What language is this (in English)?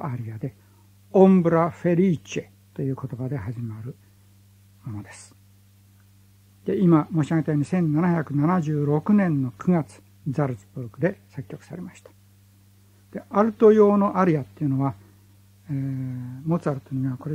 Japanese